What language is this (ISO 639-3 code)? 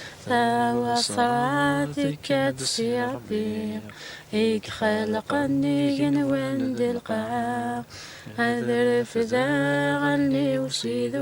kab